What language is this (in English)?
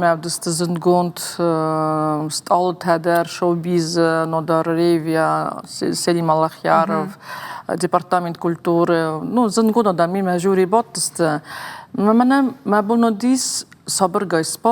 Ossetic